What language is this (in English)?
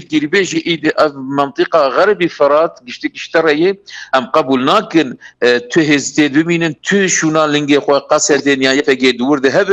Kurdish